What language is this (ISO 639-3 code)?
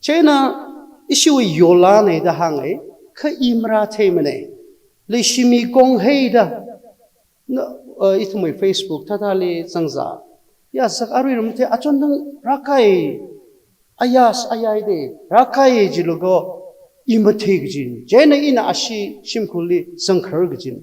nmf